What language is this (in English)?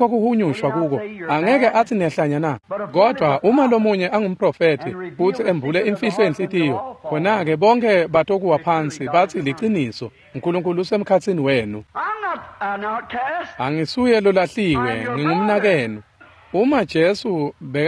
Swati